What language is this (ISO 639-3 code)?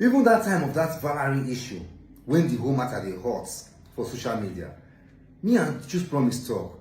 pcm